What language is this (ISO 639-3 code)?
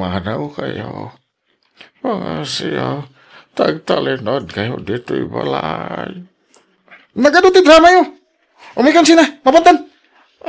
ilo